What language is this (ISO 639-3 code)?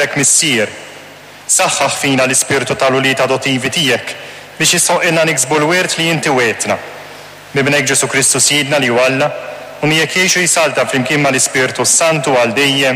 mlt